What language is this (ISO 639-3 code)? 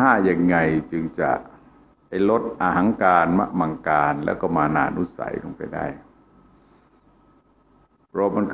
tha